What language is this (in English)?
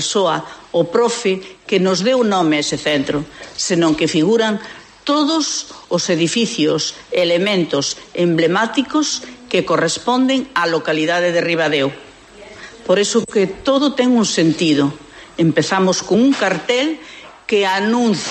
Galician